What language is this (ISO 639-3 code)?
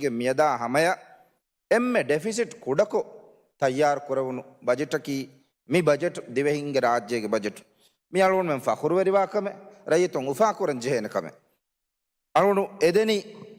div